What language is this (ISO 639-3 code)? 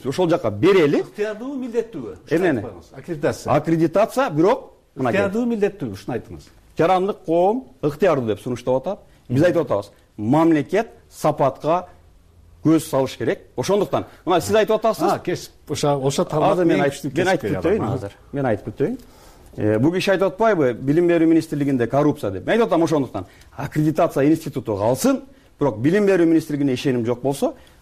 kir